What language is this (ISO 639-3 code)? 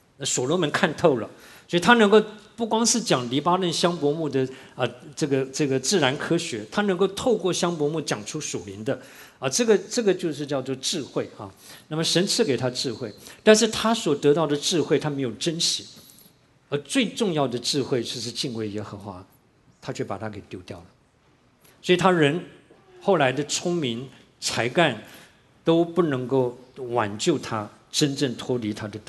zho